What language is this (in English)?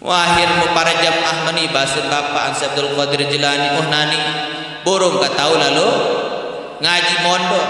Sasak